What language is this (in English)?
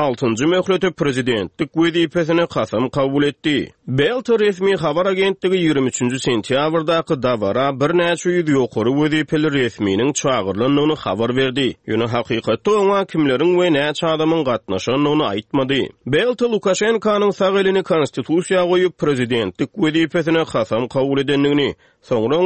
Turkmen